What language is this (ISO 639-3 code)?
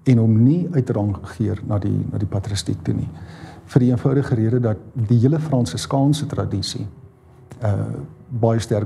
afr